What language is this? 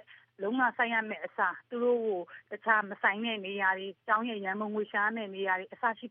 Burmese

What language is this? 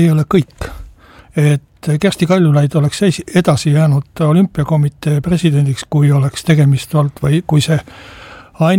Estonian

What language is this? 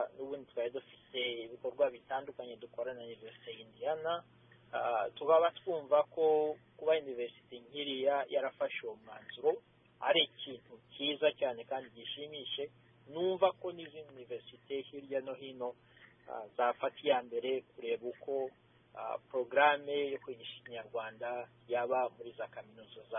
Kinyarwanda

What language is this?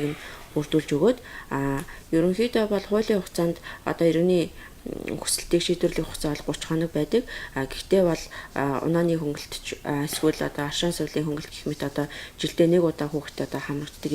Mongolian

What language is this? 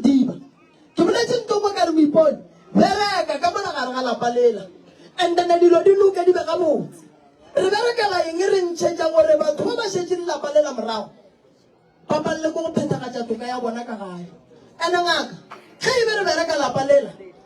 Northern Sotho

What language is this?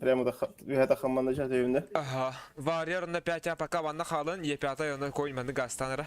Yakut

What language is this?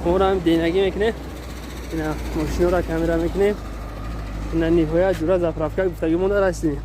Tajik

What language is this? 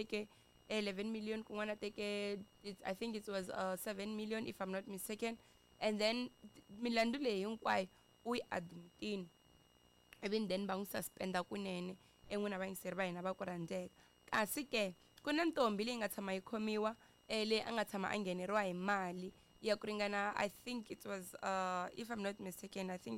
Tsonga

